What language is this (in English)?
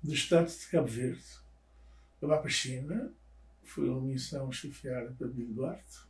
Kabuverdianu